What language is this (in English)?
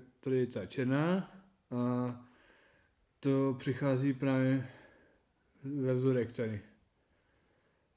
Czech